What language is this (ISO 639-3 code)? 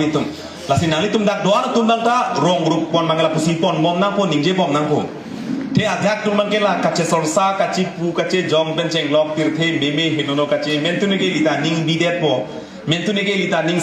mjw